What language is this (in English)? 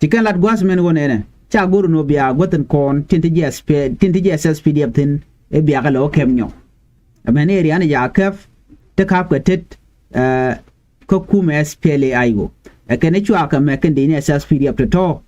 Nuer